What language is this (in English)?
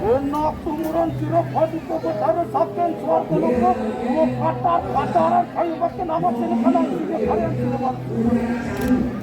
Balinese